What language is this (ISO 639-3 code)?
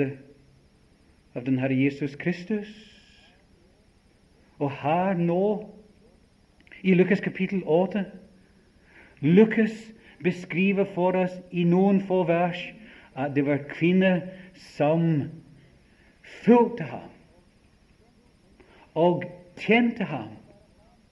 nor